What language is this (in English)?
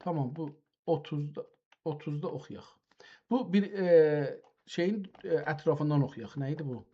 South Azerbaijani